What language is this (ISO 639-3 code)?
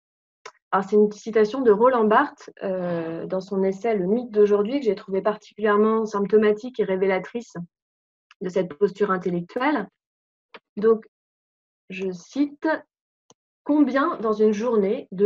fra